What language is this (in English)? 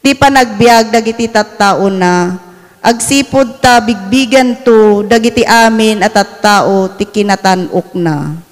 Iloko